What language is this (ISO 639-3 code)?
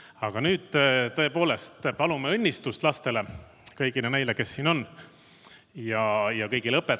est